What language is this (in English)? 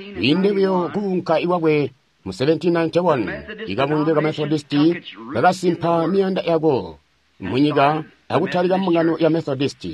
Tonga (Zambia)